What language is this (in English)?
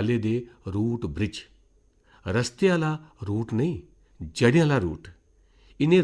Dogri